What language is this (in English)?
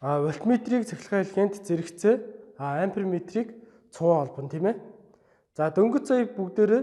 Mongolian